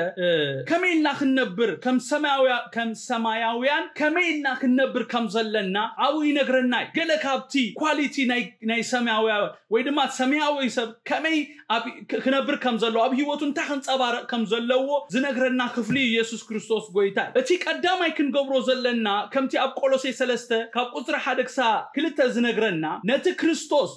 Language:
Tigrinya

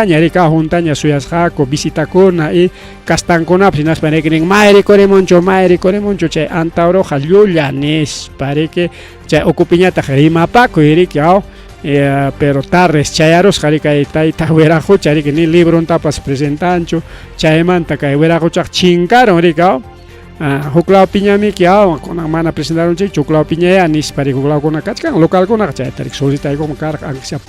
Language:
Ayacucho Quechua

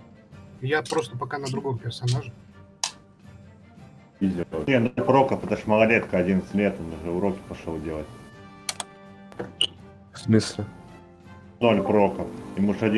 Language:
Russian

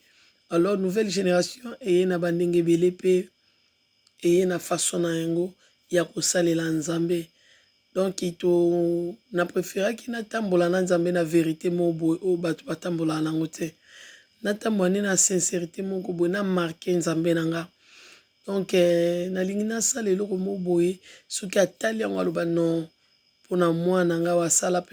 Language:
Lingala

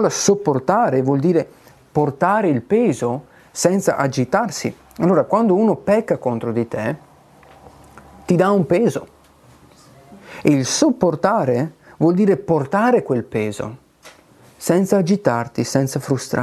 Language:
Italian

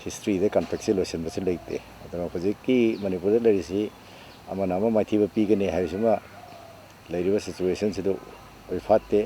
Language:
Manipuri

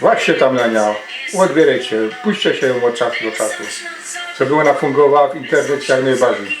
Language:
Silesian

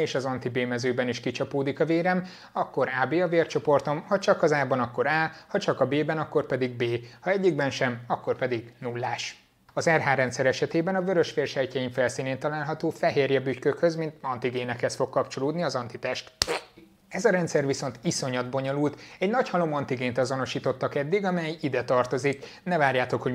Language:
Hungarian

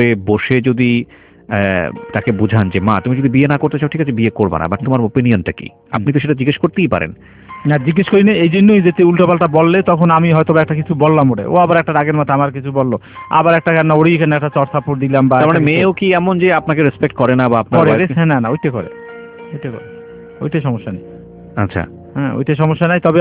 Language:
Bangla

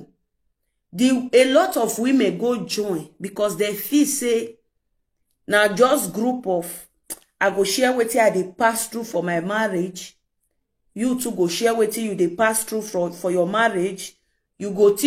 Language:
Nigerian Pidgin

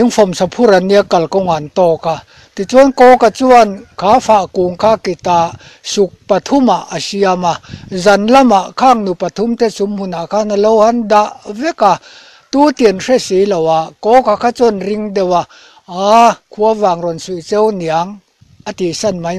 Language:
Mizo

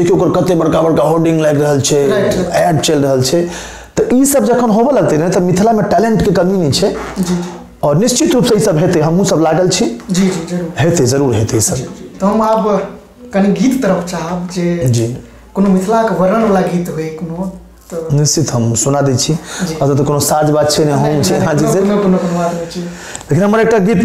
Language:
Maithili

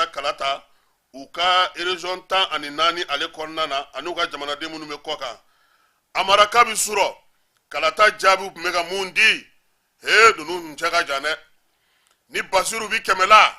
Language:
Bambara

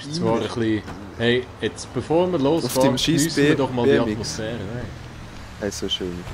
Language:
Swiss German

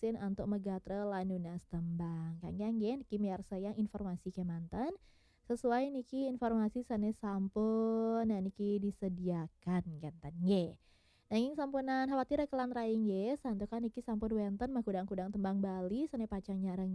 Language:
Balinese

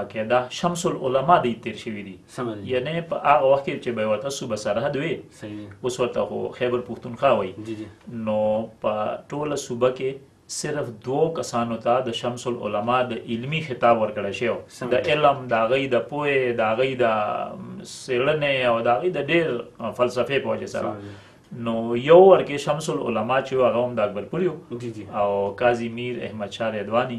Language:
Pashto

